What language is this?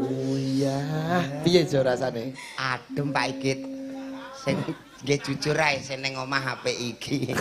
Javanese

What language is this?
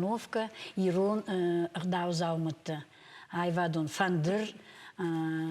Ossetic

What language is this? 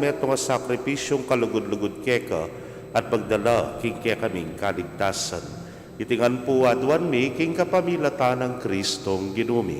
Pampanga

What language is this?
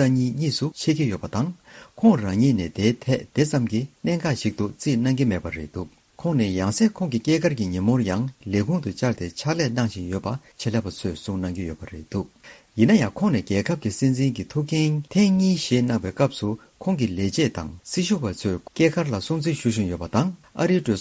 Tibetan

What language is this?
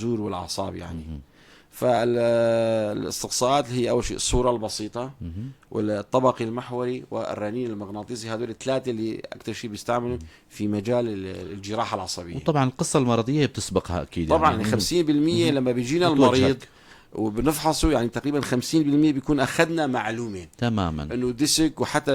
North Levantine Arabic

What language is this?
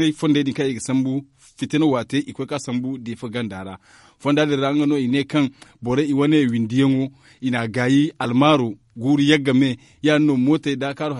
Zarma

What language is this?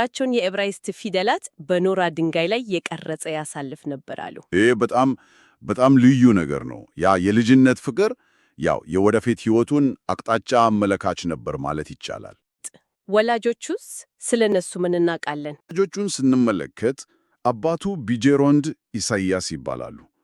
Amharic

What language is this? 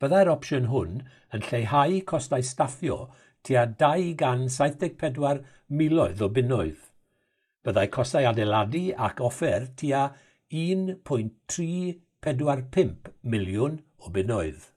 Welsh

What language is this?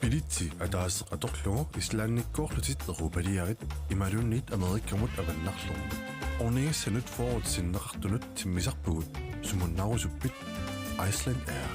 Kalaallisut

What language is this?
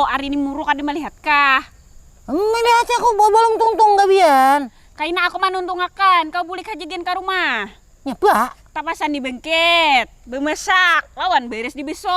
Banjar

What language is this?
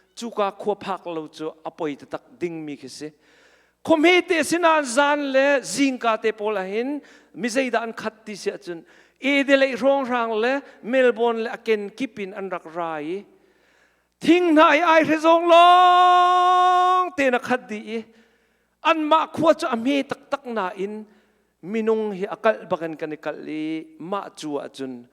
Hakha Chin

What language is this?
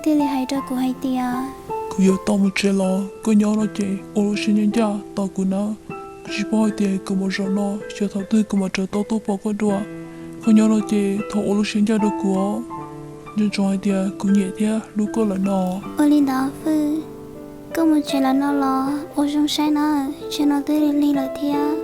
Hmong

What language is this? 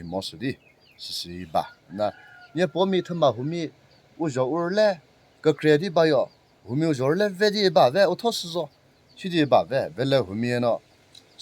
Chokri Naga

